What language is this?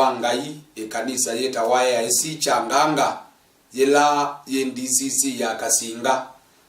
Kamba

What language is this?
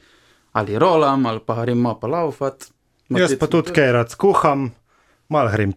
Slovenian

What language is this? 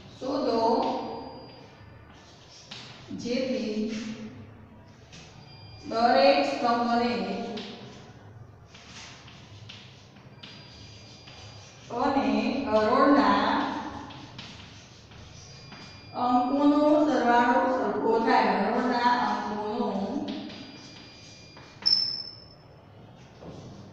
Gujarati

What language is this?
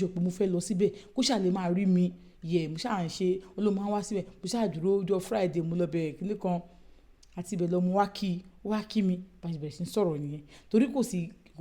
Yoruba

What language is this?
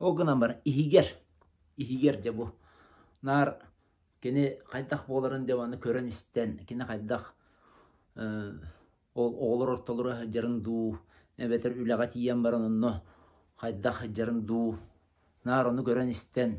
Yakut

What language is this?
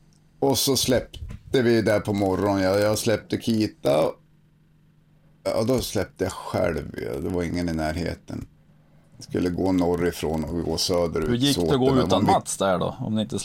Swedish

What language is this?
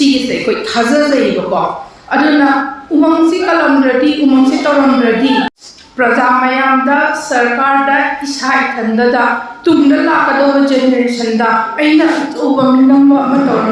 Manipuri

